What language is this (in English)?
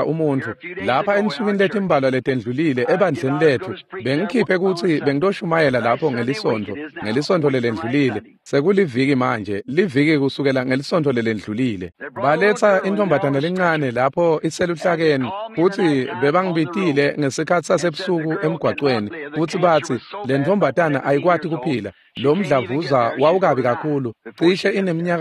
Swati